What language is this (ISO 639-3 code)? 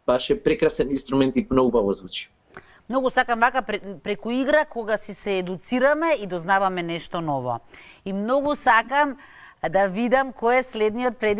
mkd